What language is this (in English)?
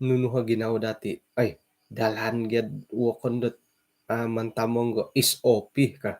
Central Dusun